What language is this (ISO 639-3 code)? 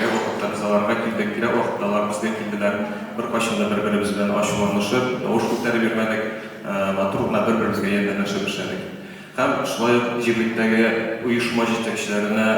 tat